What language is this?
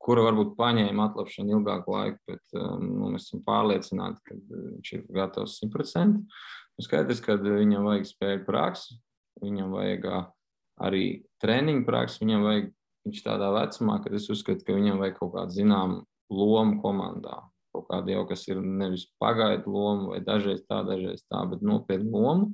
Latvian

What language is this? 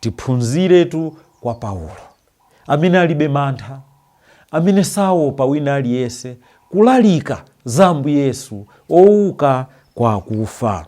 Nyanja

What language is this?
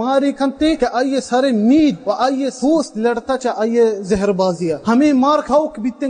Baluchi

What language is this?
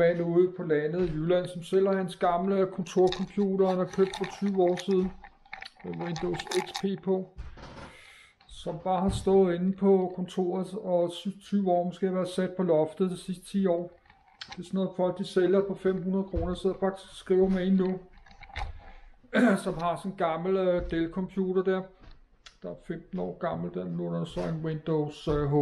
Danish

